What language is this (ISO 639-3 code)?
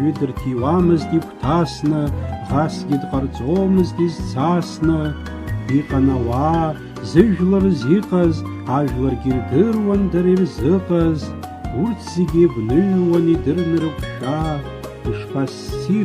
abk